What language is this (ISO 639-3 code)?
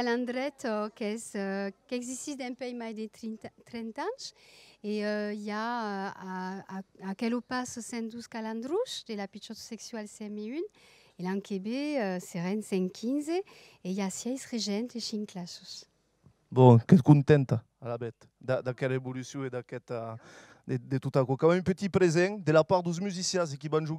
oci